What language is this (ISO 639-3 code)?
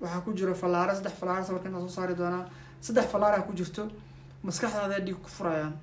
som